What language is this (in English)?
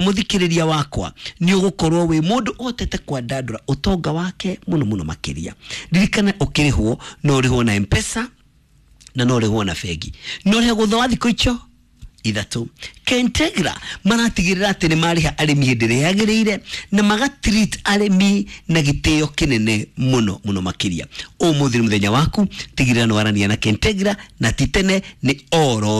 Kikuyu